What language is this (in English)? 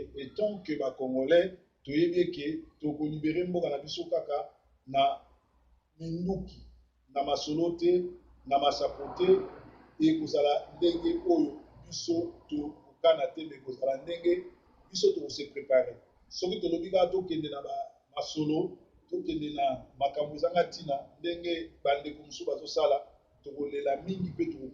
Lingala